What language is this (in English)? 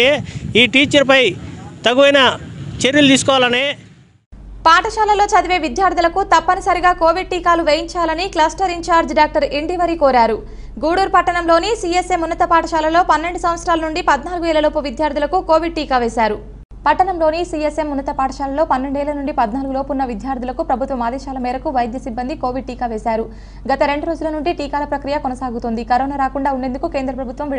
Telugu